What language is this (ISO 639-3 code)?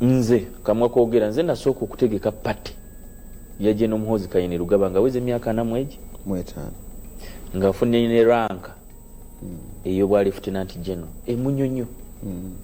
lug